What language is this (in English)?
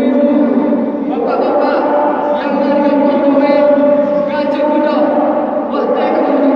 Achinese